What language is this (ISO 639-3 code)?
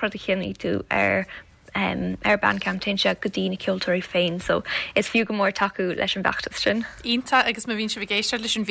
gle